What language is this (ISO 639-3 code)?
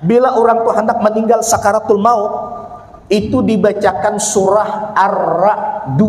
bjn